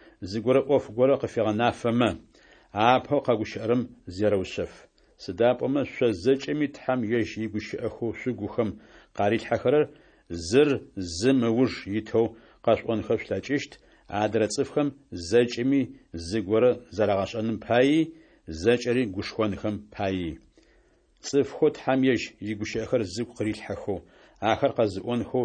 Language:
Adyghe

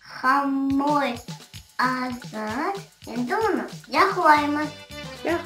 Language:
Crimean Tatar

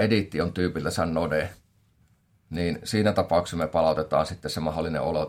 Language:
Finnish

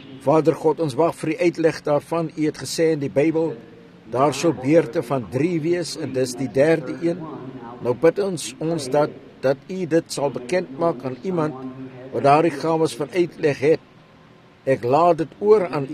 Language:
Afrikaans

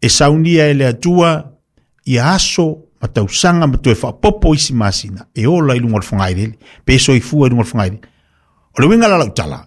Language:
Samoan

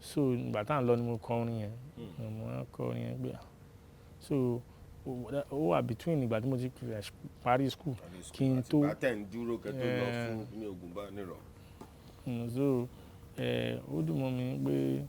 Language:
Yoruba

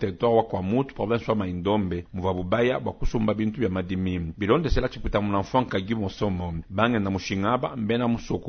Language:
Luba-Lulua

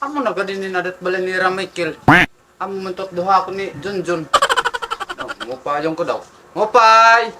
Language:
Waray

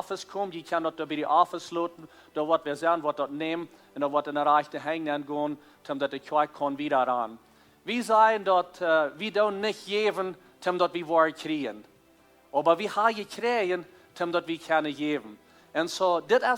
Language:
Plautdietsch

